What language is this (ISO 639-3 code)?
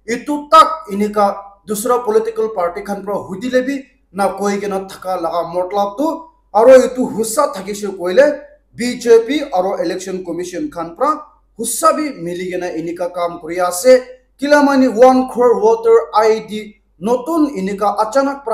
nag